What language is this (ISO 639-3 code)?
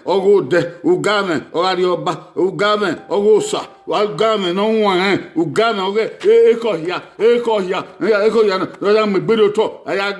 bin